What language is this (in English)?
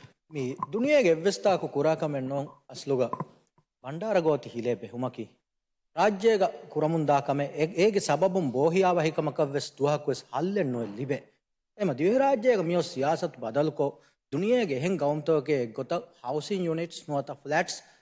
Divehi